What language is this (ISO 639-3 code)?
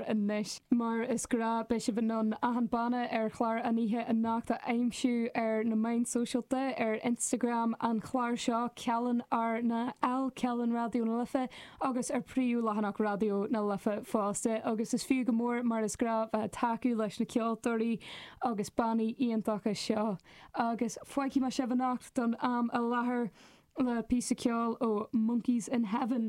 gle